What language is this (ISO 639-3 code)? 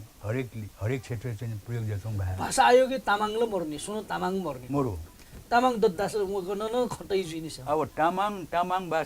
new